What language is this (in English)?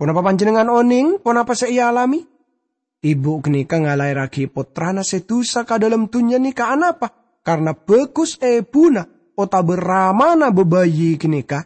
Madurese